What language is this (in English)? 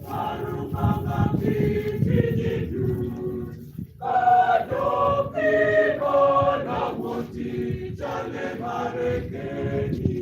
Acoli